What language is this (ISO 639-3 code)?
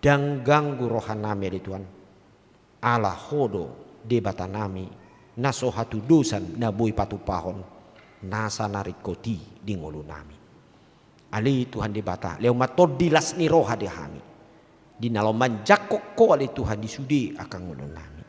bbc